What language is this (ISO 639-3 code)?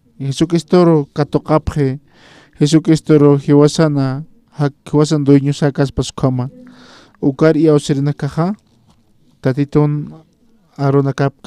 aym